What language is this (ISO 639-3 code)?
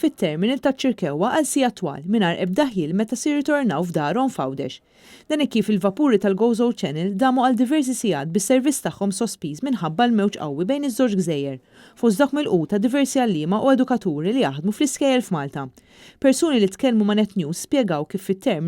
mlt